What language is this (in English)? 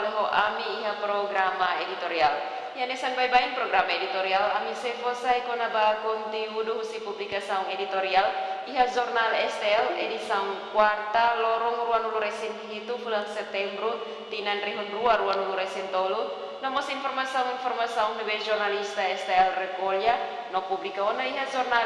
Tetum